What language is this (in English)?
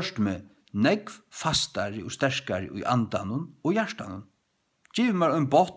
Faroese